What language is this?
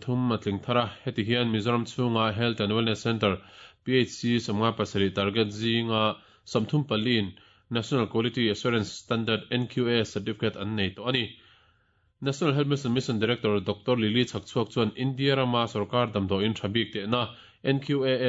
Mizo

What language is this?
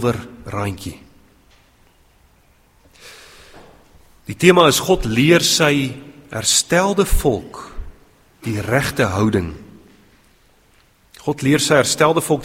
Afrikaans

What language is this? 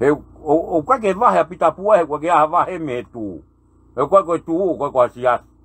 Tongan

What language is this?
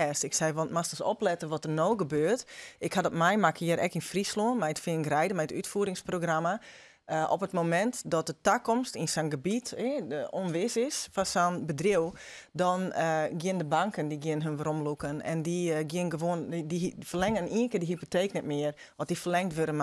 Western Frisian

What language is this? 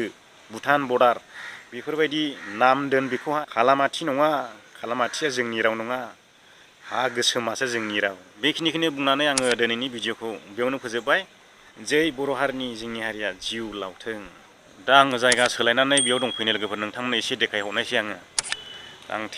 Bodo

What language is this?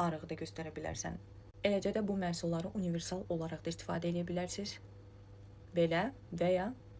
Azerbaijani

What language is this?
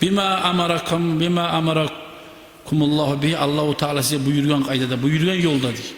Kumyk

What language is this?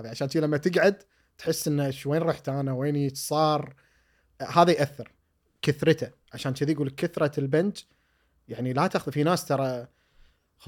Gulf Arabic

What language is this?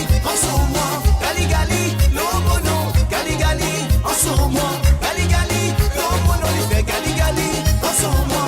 Morisyen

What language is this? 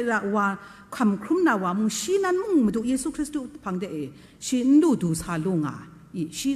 Kachin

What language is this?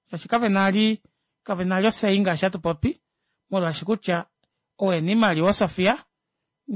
Kuanyama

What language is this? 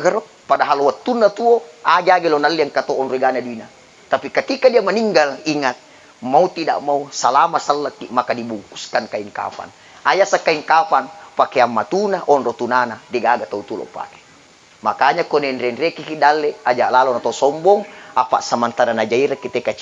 Buginese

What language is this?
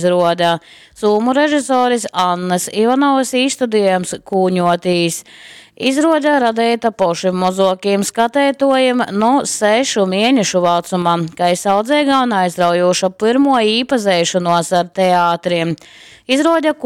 Latgalian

